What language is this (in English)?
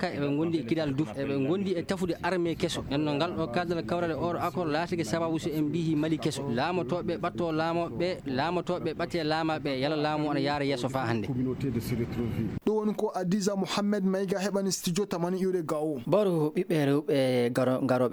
Maasina Fulfulde